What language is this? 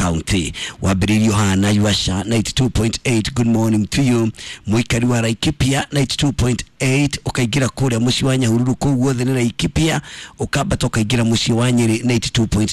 Kikuyu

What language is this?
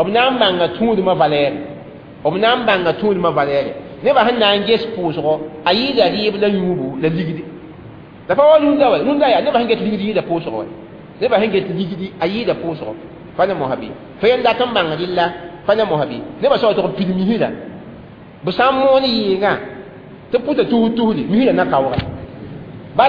Mossi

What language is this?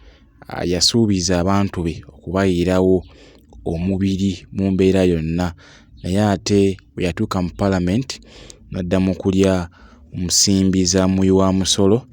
Ganda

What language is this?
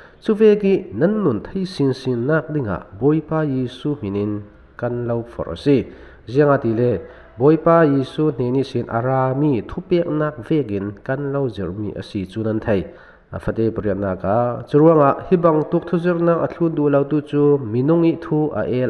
Falam Chin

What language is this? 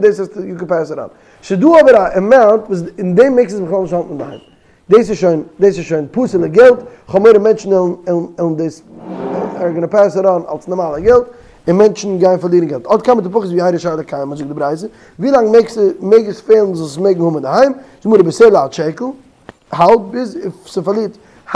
Yiddish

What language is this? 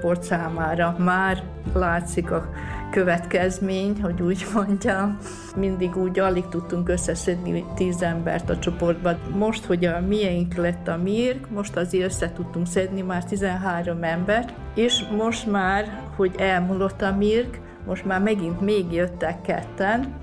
Hungarian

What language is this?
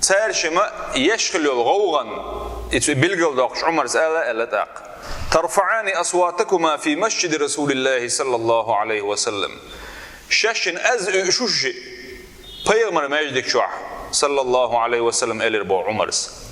Chechen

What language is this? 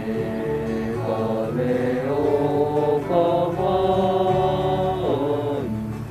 Hawaiian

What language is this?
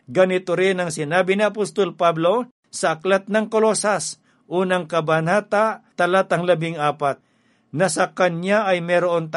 Filipino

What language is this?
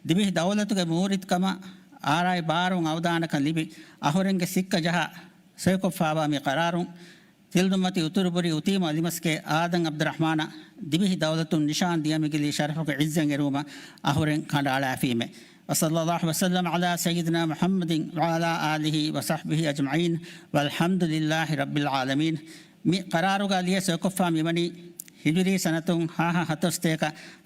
Divehi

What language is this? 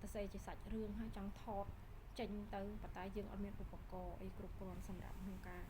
Khmer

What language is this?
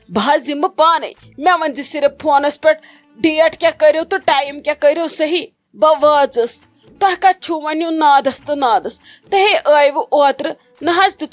Kashmiri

